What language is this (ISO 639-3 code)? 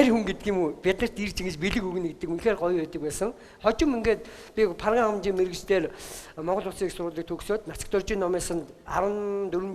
mon